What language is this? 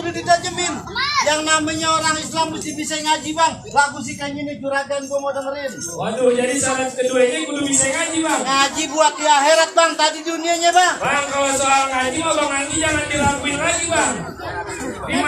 Betawi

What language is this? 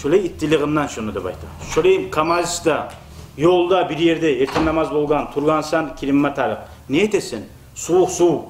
Kumyk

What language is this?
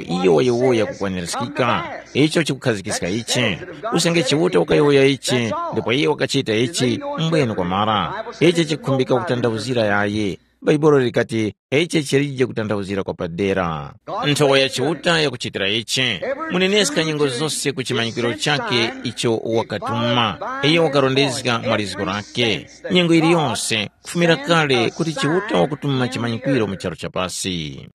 Tumbuka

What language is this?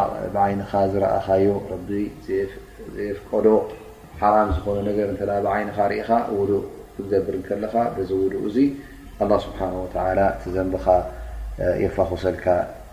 Tigrinya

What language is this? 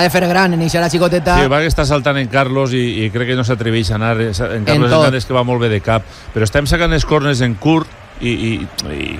Catalan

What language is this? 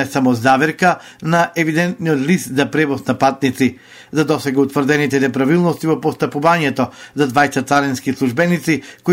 Macedonian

